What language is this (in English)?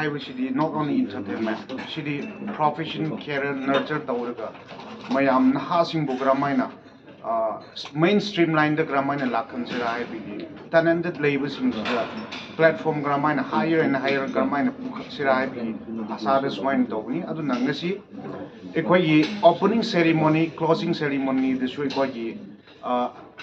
Manipuri